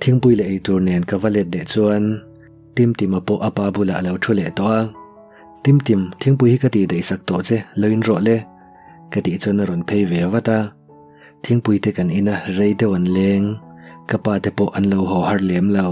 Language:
Mizo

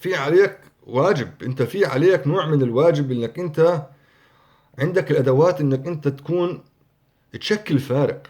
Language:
North Levantine Arabic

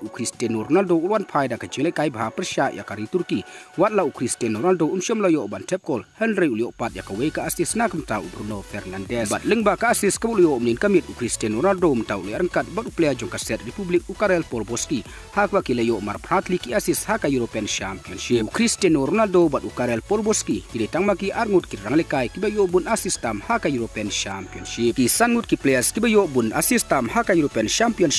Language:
Khasi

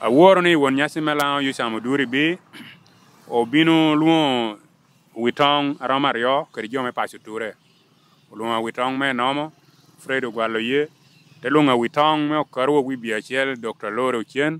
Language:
Lango (Uganda)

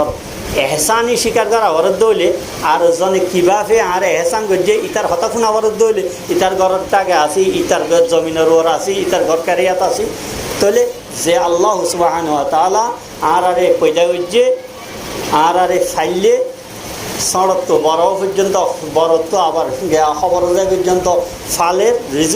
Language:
Rohingya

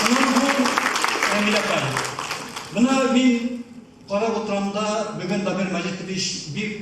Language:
Bashkir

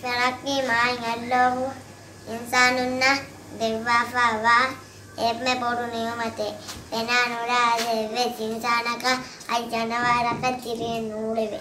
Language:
Divehi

